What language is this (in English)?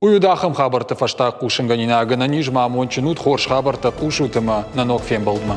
Ossetic